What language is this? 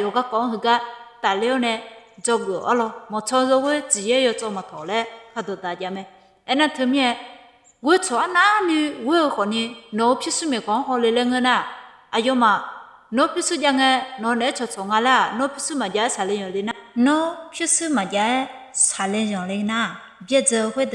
Akha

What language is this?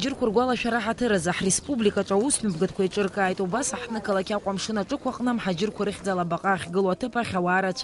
Abkhazian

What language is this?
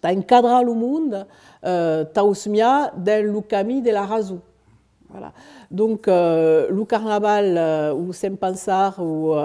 Occitan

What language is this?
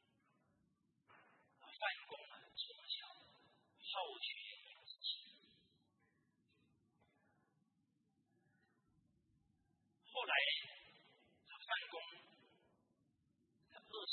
Chinese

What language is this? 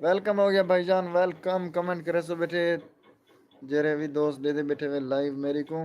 Saraiki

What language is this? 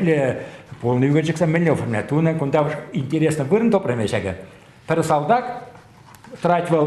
Chuvash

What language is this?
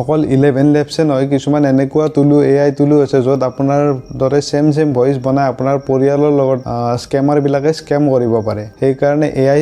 Assamese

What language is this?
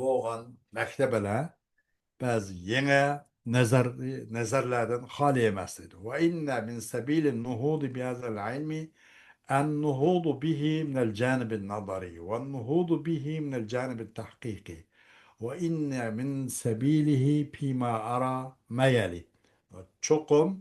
Uyghur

